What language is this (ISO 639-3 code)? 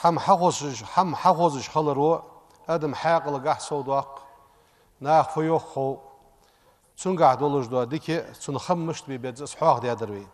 inh